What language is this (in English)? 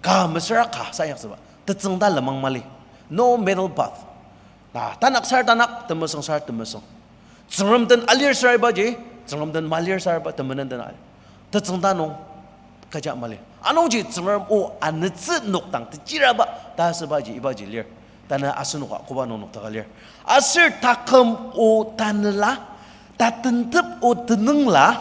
Ao Naga